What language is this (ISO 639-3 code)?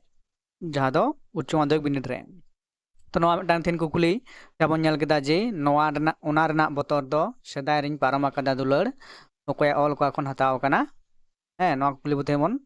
sat